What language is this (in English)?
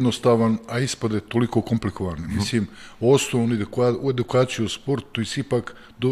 Serbian